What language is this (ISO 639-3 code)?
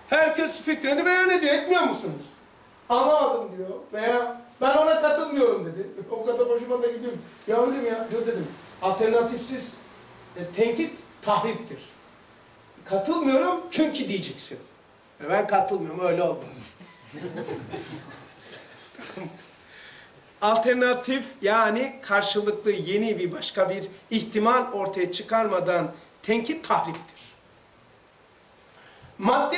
tur